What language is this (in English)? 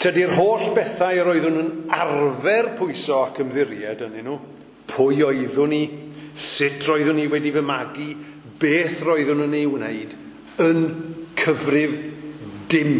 Welsh